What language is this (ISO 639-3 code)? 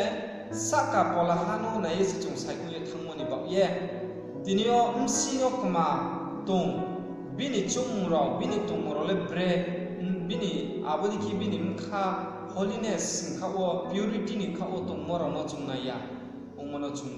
ria